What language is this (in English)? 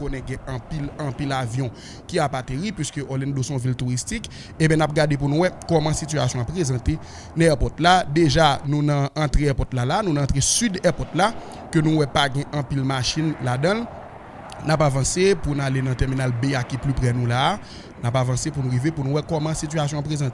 Haitian Creole